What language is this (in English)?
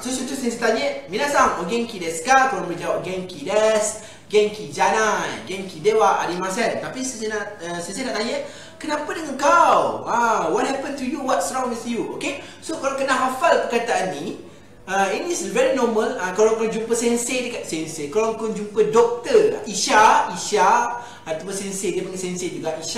Malay